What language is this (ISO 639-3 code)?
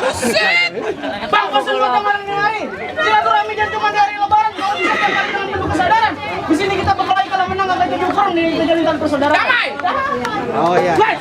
bew